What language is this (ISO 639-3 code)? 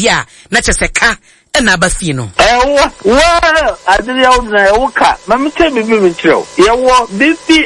aka